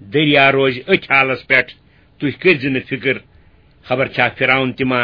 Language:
Kashmiri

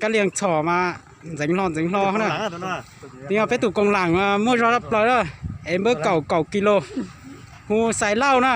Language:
Hmong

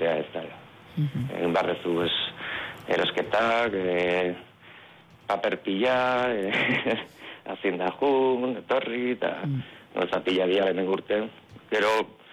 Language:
Basque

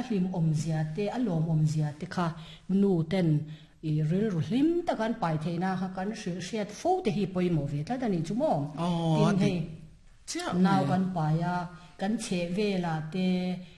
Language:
Mizo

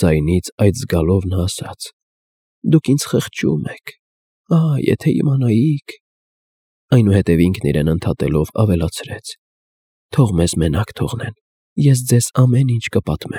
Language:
Armenian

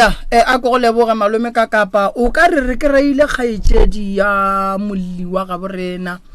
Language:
Northern Sotho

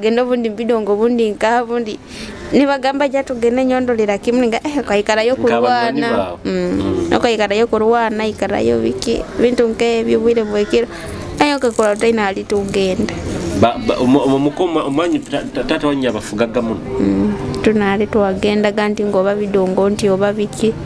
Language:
Nyoro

